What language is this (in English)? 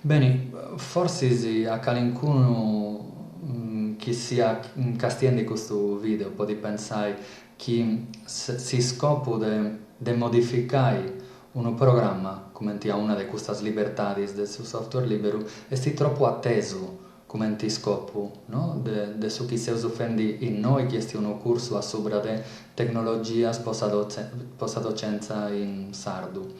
Sardinian